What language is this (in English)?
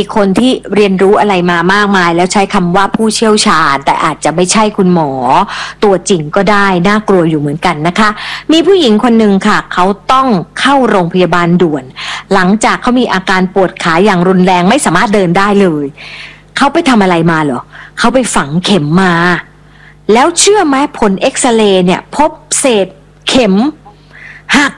Thai